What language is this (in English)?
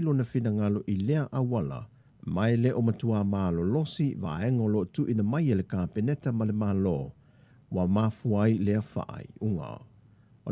Samoan